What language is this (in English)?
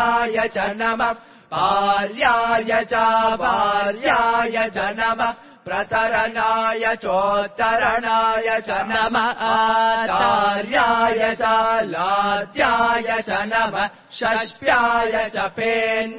Sanskrit